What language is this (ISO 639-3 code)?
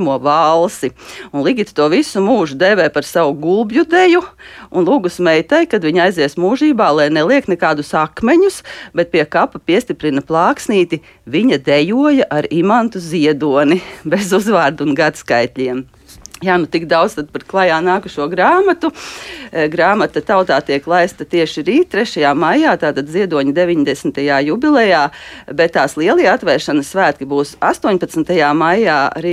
lav